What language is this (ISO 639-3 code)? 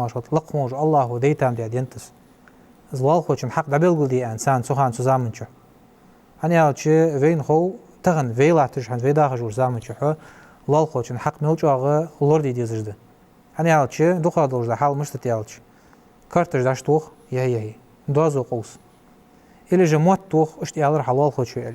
inh